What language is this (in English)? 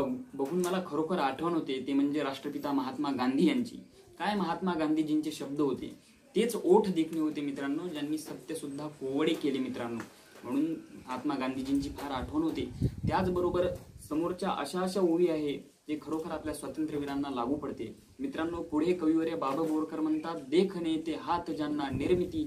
Marathi